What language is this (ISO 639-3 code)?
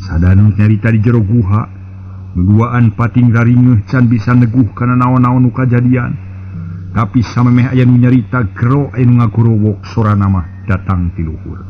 sun